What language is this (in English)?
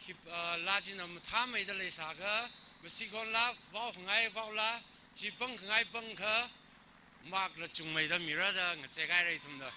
Tangkhul Naga (India)